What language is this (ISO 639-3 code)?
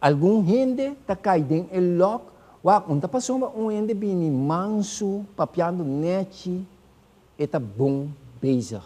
pap